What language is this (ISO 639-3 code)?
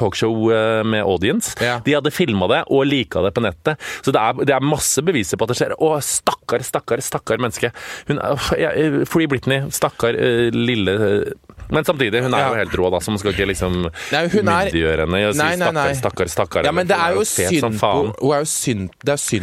nor